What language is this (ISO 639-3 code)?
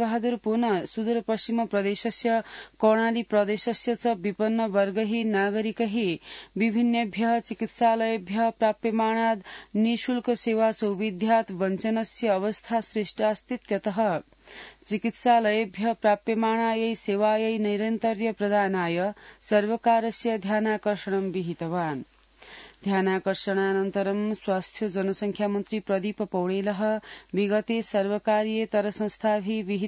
san